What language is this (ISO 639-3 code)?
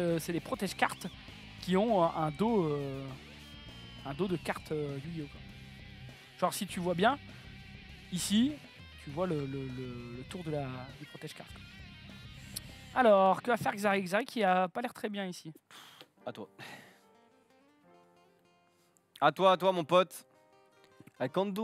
fra